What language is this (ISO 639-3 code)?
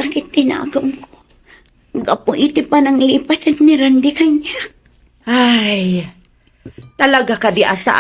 ilo